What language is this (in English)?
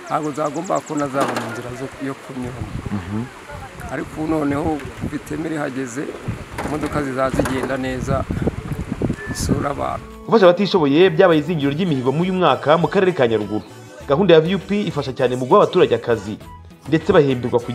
Kinyarwanda